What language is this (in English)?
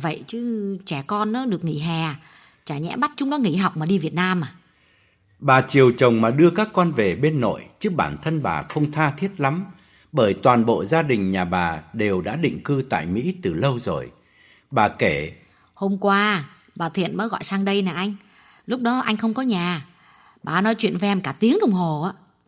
Vietnamese